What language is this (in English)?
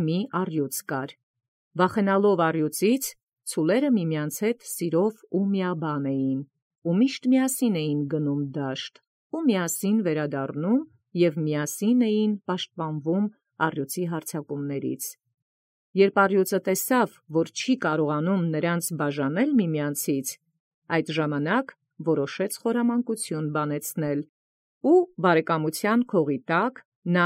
Armenian